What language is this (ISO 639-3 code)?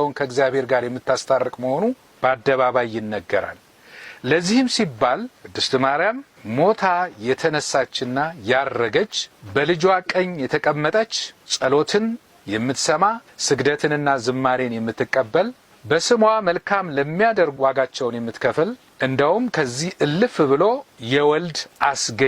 amh